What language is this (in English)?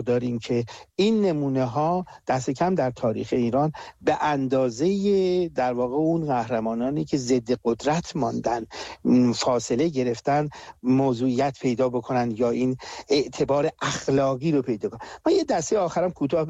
Persian